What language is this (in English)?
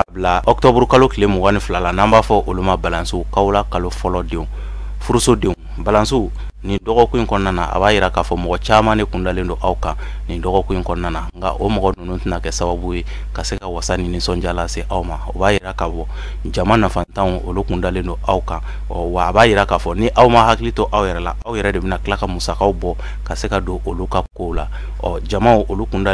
Bambara